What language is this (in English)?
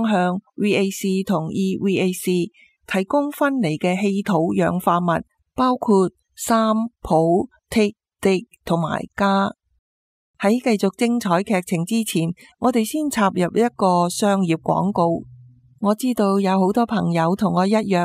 Cantonese